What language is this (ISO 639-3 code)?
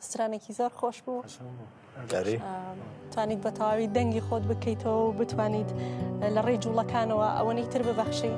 kur